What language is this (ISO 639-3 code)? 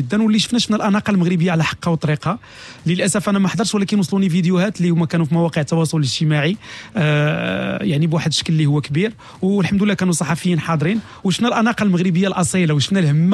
ary